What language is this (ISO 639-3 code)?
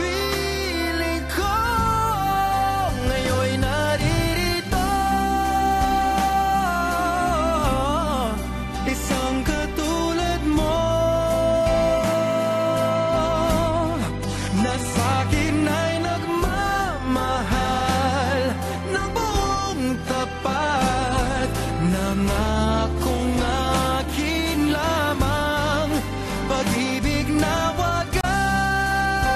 fil